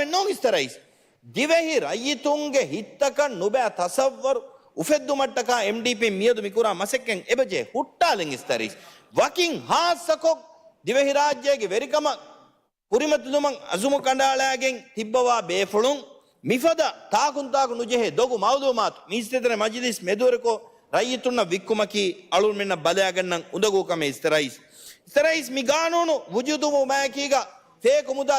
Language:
Divehi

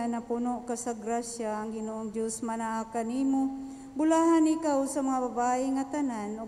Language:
Cebuano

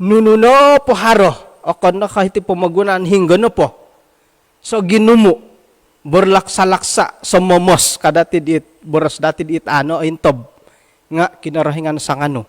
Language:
Central Dusun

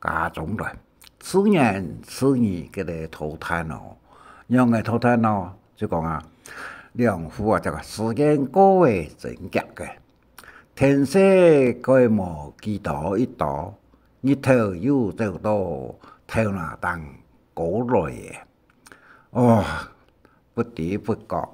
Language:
Hakka Chinese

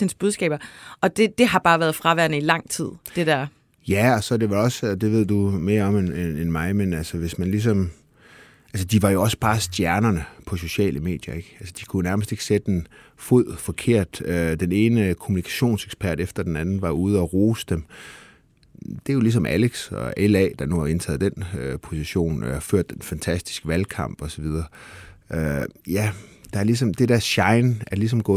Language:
Danish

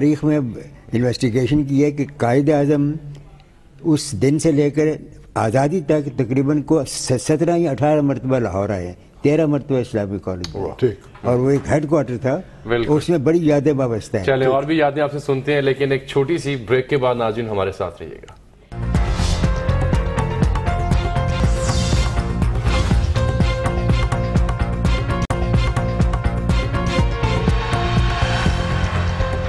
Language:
Urdu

